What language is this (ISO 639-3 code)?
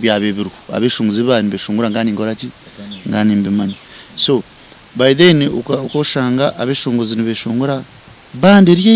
nyn